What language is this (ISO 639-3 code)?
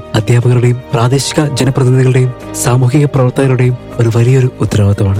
mal